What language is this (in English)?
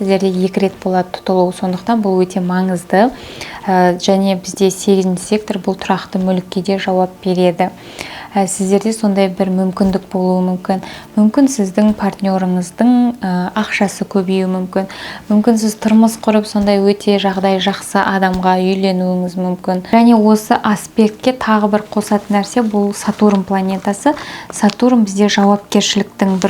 Kazakh